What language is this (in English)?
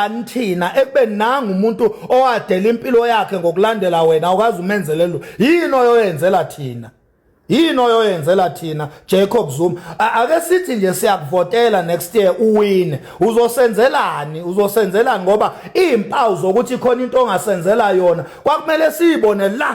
Zulu